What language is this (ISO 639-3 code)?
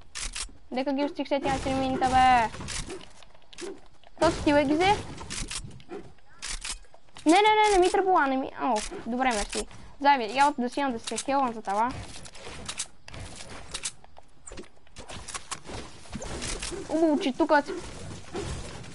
bul